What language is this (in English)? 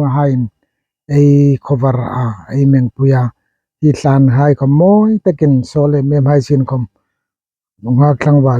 Hmar